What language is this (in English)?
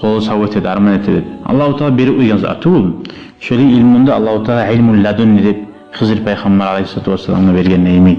Kumyk